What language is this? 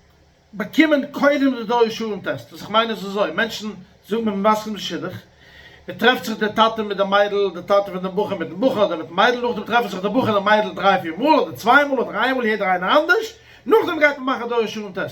Yiddish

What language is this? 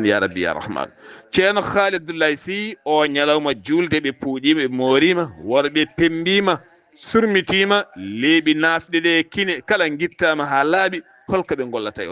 Fula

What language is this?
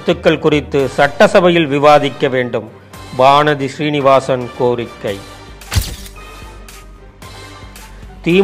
Tamil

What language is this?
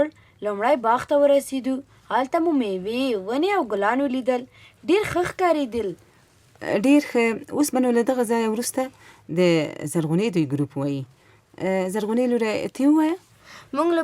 Pashto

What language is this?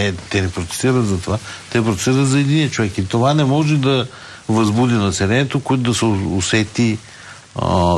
Bulgarian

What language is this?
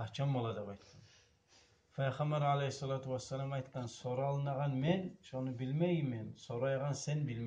Kumyk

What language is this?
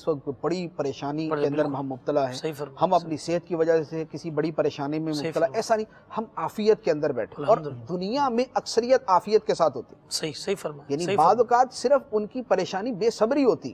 Urdu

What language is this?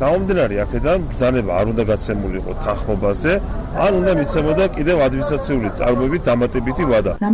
Georgian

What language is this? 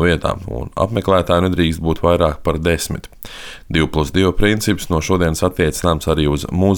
Latvian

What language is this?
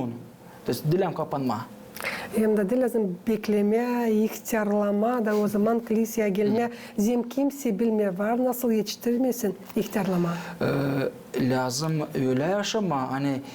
Gagauz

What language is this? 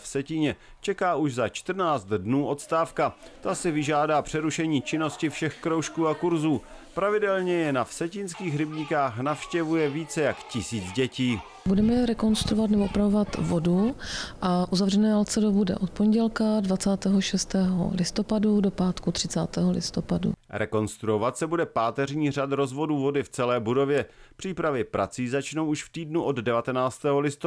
Czech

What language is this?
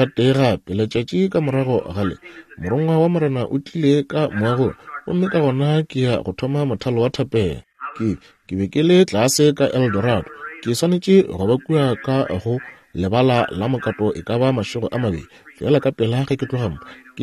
Northern Sotho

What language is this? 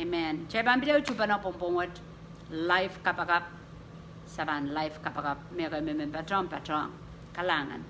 Pohnpeian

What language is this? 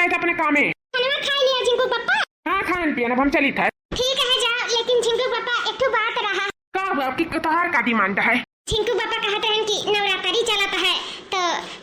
Awadhi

